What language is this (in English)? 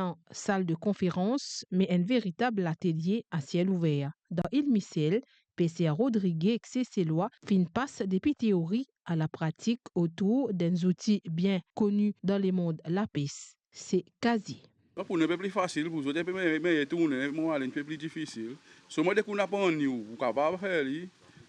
Morisyen